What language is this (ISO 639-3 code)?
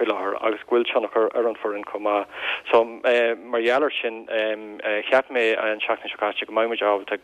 gle